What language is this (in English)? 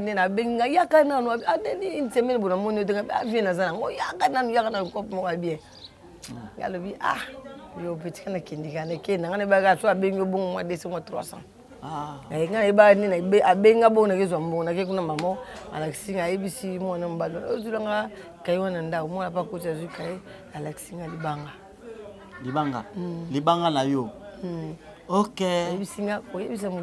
Lingala